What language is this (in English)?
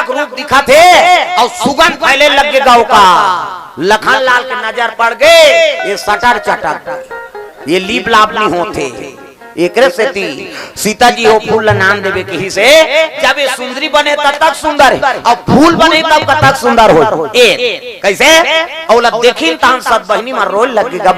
Chhattisgarhi